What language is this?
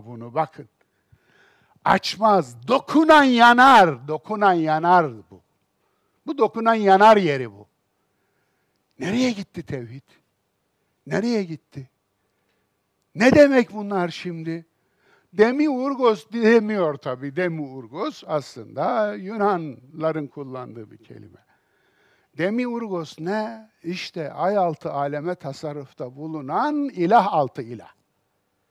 Turkish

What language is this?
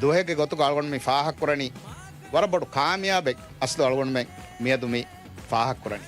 Divehi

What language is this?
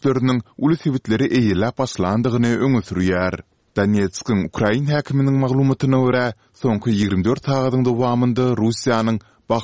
Turkmen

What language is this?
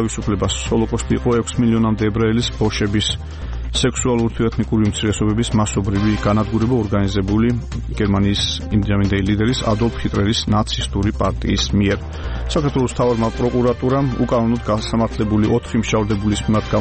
Georgian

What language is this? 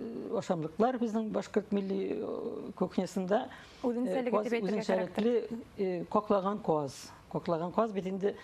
Bashkir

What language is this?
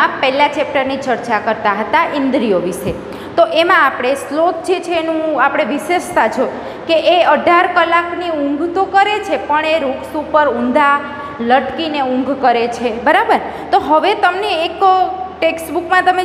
Gujarati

